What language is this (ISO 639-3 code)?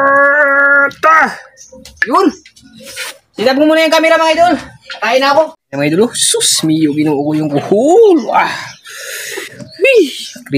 fil